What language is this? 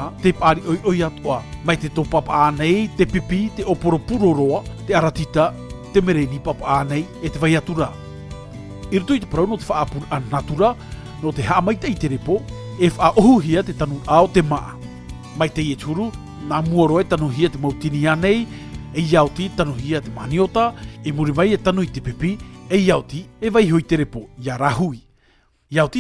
Tahitian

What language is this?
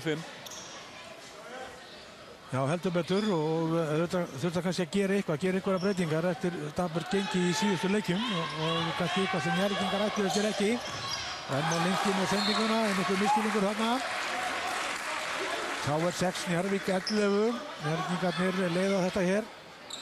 Icelandic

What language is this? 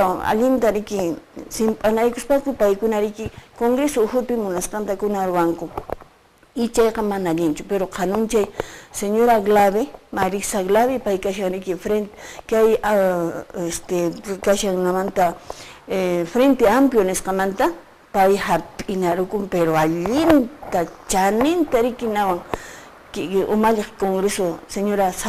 Quechua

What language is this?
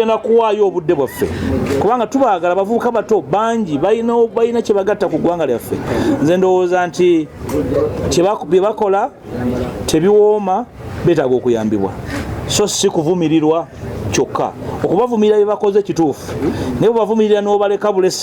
Ganda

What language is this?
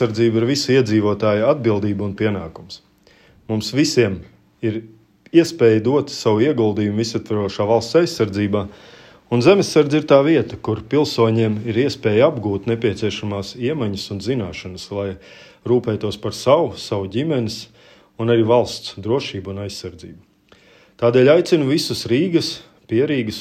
Latvian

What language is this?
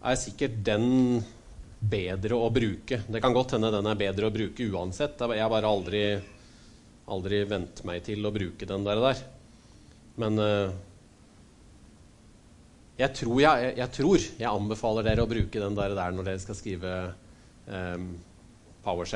Norwegian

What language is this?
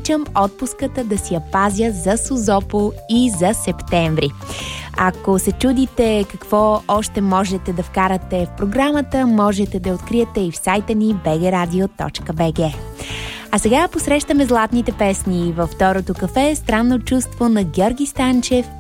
Bulgarian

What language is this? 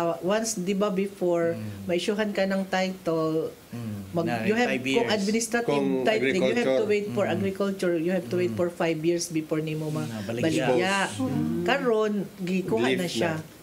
Cebuano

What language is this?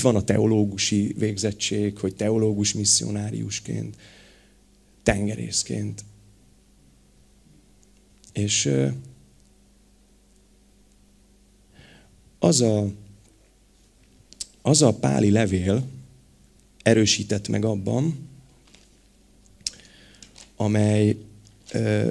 Hungarian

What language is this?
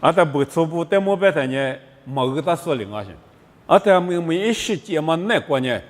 Lisu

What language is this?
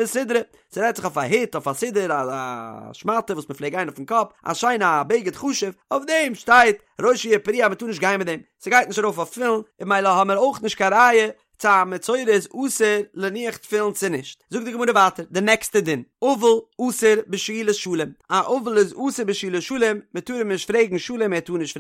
Yiddish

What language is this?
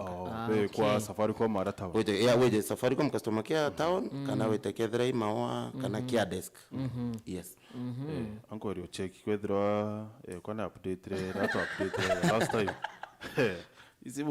Meru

